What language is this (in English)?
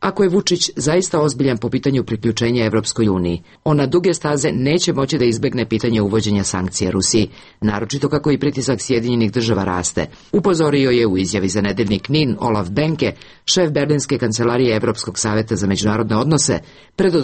Serbian